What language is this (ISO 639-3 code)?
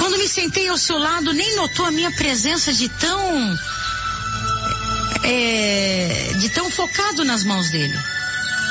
por